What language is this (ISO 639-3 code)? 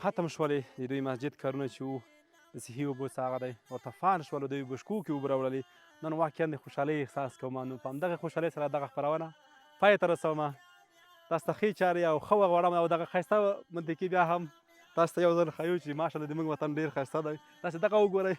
pus